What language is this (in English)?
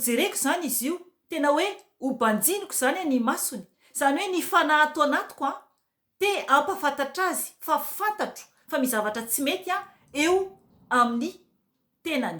Malagasy